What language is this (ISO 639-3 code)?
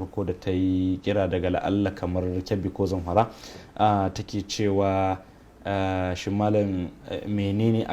hau